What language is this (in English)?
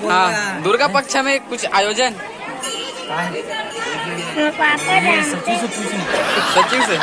Chhattisgarhi